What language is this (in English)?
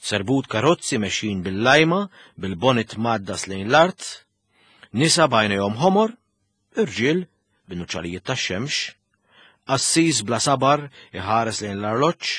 Maltese